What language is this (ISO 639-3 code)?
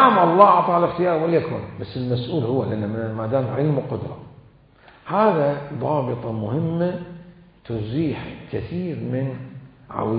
acm